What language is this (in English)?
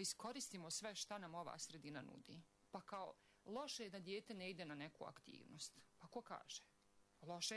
Bosnian